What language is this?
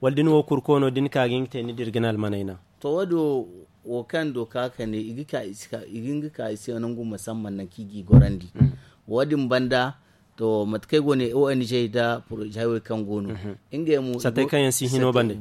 Zarma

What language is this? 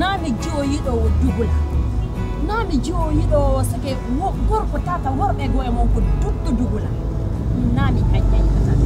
Pular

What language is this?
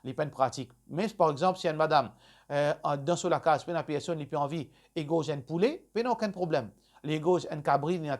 Morisyen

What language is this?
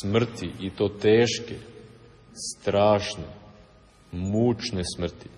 Serbian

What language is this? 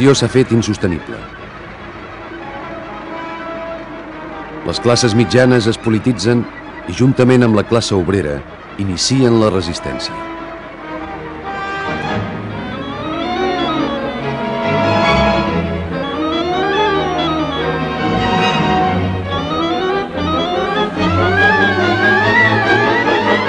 Catalan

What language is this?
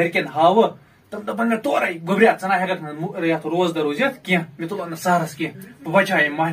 Kashmiri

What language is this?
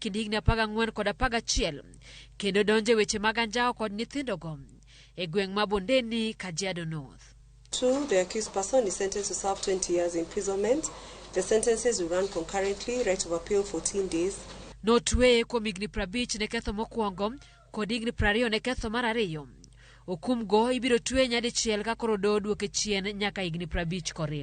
Luo (Kenya and Tanzania)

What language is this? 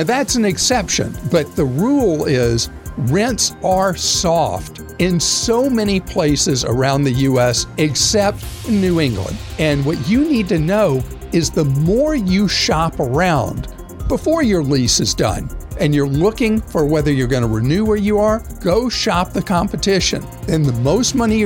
English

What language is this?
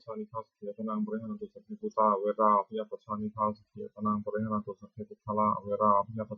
Pali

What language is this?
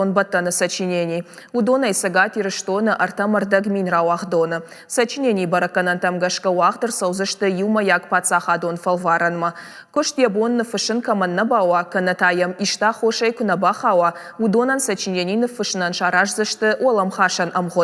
Ossetic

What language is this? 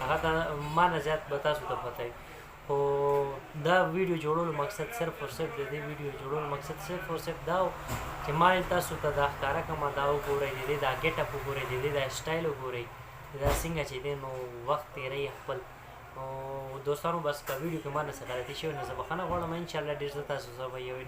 Pashto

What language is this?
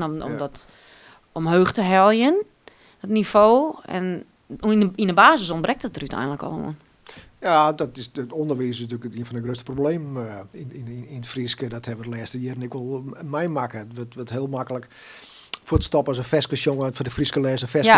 Western Frisian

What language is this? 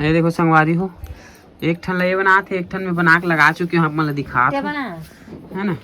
Chhattisgarhi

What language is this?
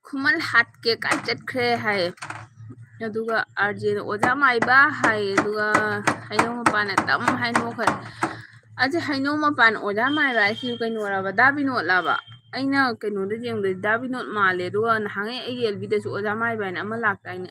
Manipuri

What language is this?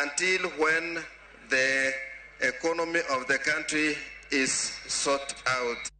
Luo (Kenya and Tanzania)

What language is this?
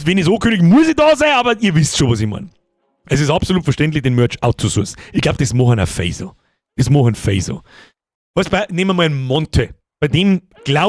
Bavarian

